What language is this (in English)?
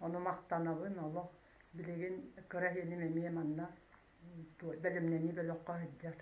Yakut